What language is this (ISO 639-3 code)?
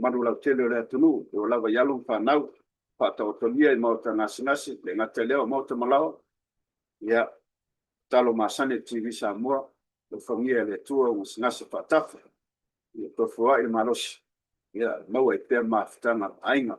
smo